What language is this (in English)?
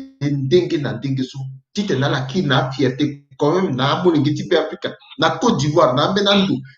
Sango